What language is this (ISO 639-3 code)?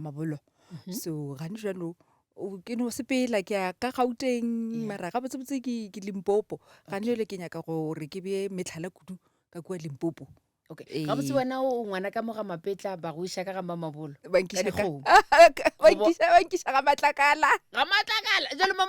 nso